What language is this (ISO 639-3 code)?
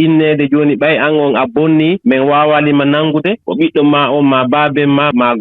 ful